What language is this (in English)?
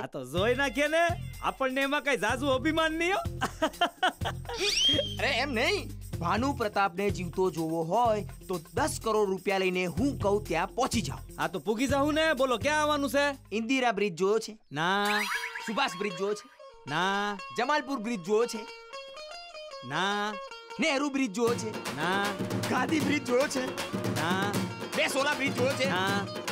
Gujarati